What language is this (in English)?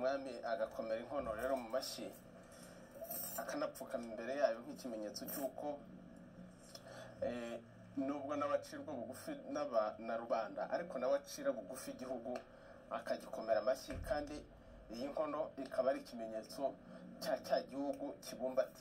Kinyarwanda